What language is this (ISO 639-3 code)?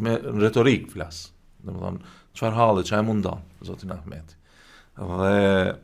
sqi